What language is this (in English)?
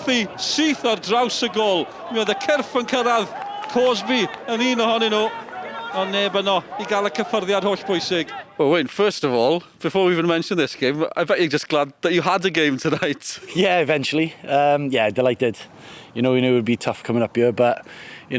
Welsh